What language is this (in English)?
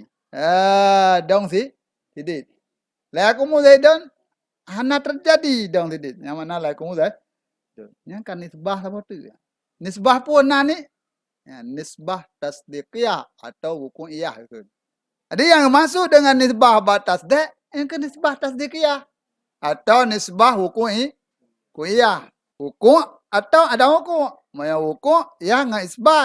Achinese